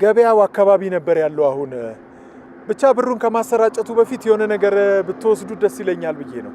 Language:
Amharic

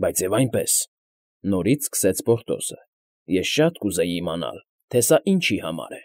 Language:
Armenian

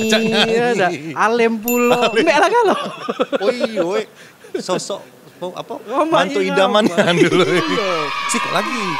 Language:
Musi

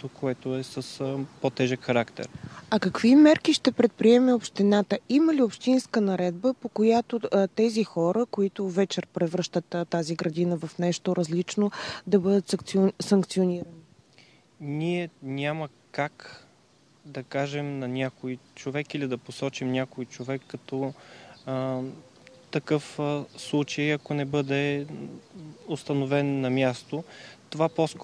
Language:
Bulgarian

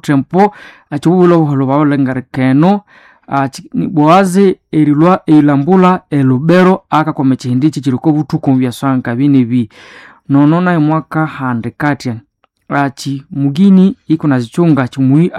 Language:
Nande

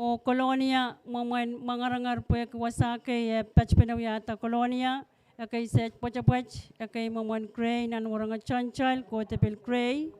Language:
Pohnpeian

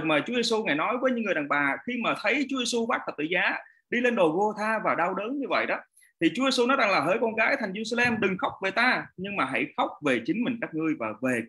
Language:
Vietnamese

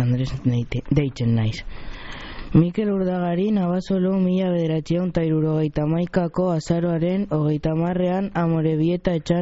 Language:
Basque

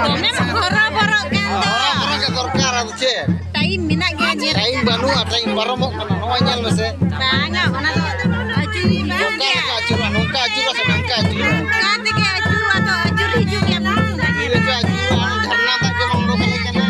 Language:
Santali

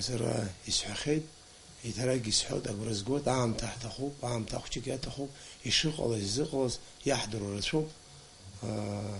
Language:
Abkhazian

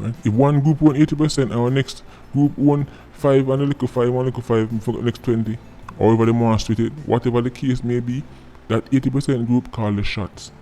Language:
Jamaican Creole English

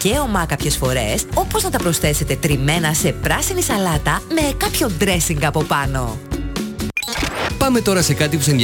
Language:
Greek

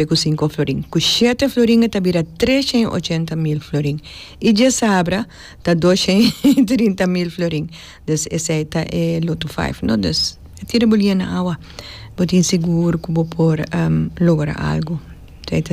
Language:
Papiamento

